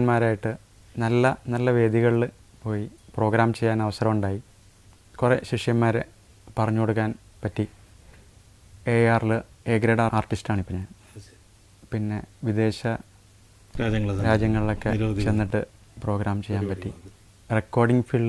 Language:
Malayalam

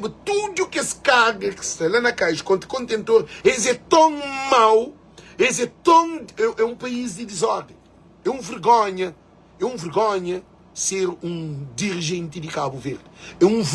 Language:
Kabuverdianu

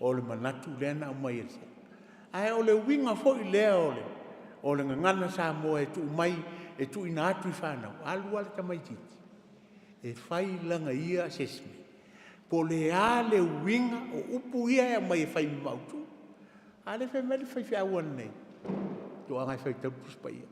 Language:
Samoan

